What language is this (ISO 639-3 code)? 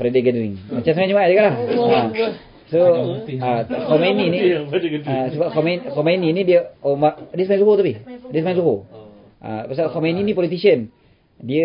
msa